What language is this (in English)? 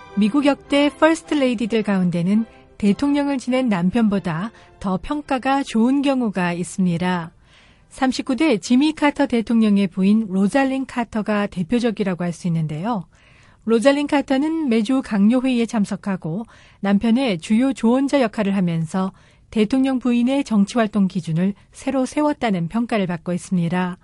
Korean